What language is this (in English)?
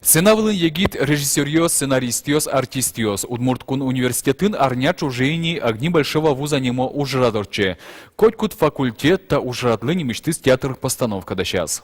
Udmurt